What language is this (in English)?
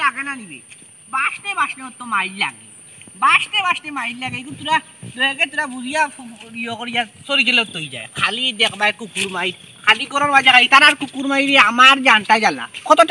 Sylheti